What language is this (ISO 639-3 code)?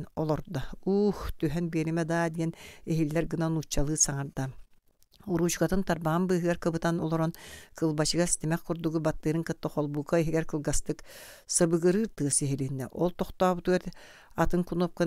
sah